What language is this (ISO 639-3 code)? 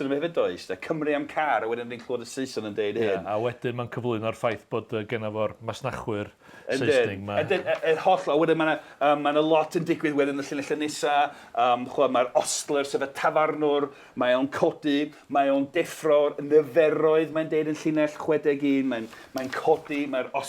cym